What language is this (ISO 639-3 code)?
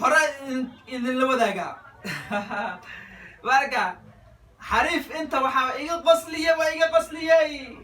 som